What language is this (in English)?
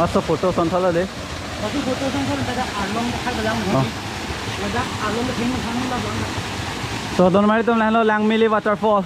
Karbi